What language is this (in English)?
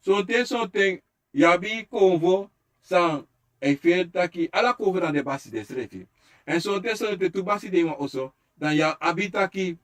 Sranan Tongo